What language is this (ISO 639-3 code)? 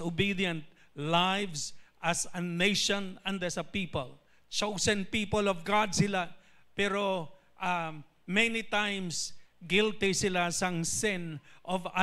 hil